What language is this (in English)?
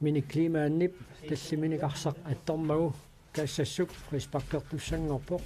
Kalaallisut